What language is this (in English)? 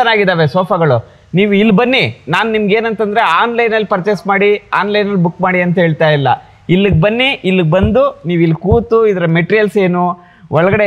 Kannada